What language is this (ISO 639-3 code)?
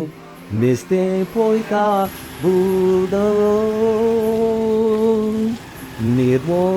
kok